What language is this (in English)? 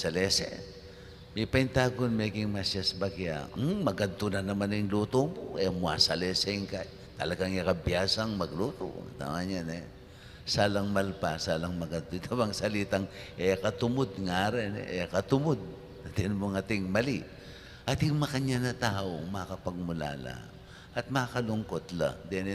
Pampanga